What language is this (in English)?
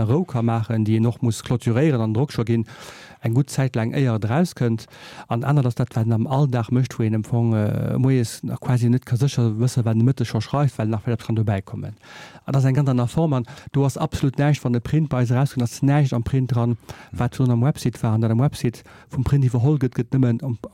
Luxembourgish